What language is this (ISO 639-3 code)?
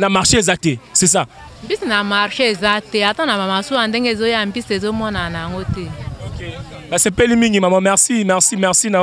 lin